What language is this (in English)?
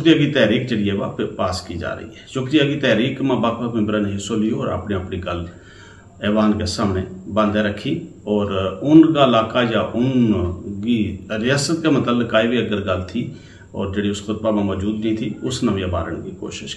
Gujari